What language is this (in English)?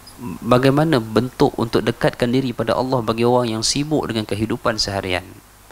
Malay